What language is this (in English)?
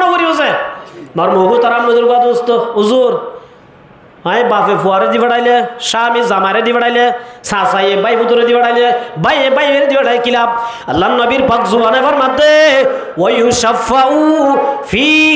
Rohingya